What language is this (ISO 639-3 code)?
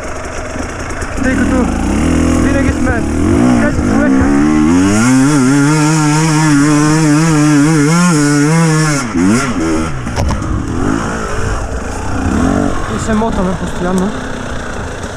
bul